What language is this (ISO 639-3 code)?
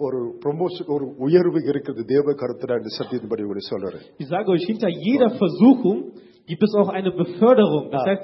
tam